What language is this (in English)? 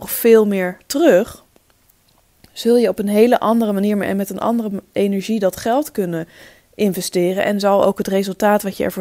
Dutch